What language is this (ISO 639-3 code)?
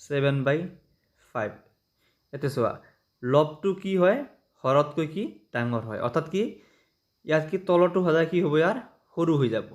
asm